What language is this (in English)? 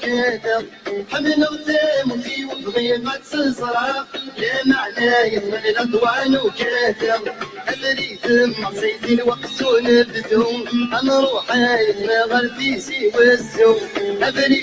Kabyle